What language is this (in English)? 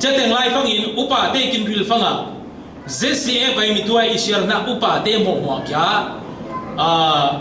Falam Chin